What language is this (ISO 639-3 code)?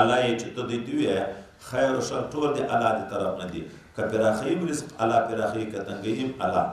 pus